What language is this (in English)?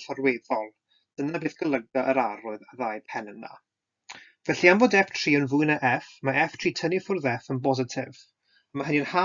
Welsh